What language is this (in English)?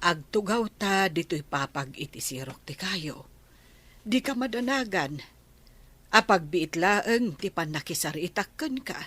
Iloko